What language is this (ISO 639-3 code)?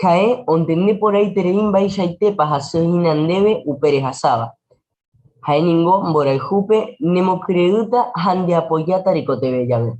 grn